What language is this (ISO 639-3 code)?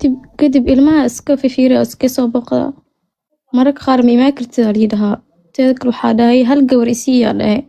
som